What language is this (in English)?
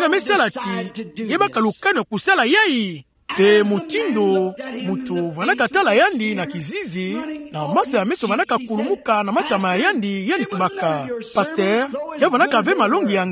Kituba (Democratic Republic of Congo)